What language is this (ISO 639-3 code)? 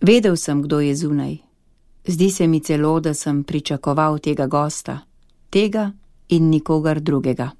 slv